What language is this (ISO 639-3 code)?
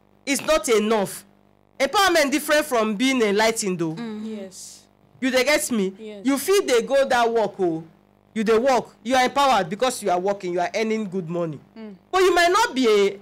pcm